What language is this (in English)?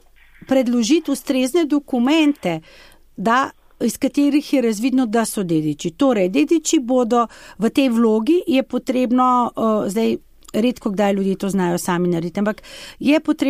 Slovenian